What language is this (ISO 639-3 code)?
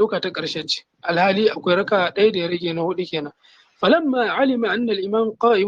hau